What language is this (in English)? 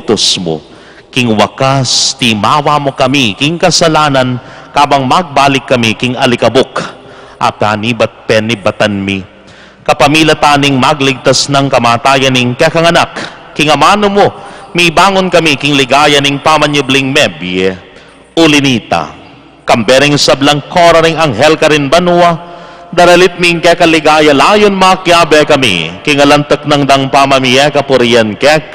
Pampanga